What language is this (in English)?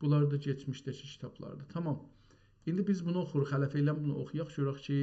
South Azerbaijani